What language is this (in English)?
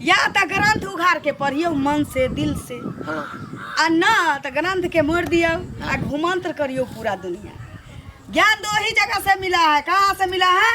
Maithili